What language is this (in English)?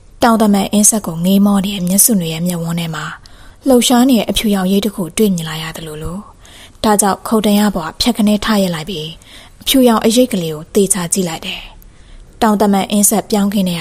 Burmese